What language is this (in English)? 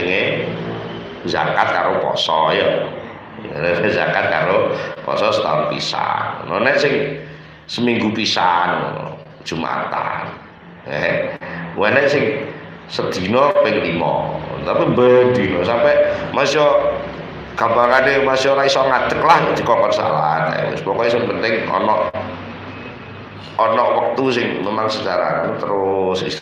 Javanese